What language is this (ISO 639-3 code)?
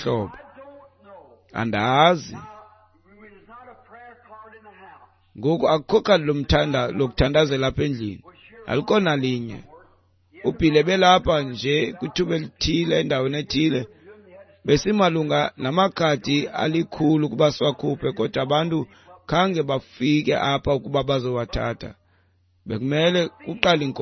xho